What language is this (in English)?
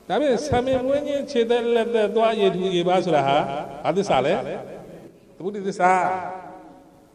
Burmese